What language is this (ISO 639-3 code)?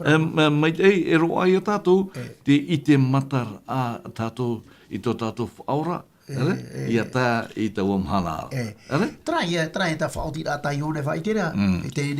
tah